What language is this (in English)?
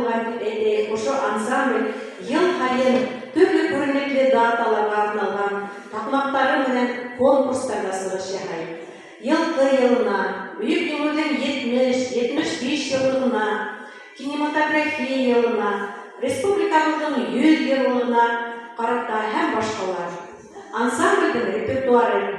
Bashkir